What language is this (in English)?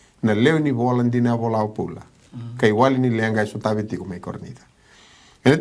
Fijian